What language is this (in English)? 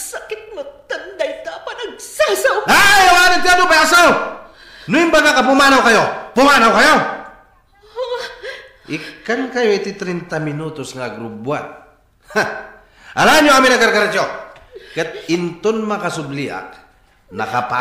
Iloko